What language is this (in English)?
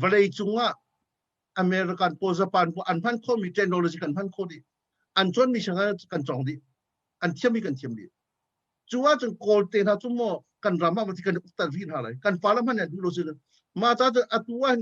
Hakha Chin